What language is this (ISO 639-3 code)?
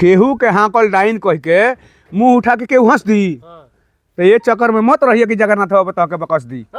bho